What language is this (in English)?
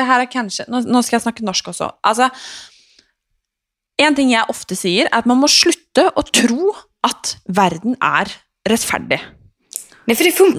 Swedish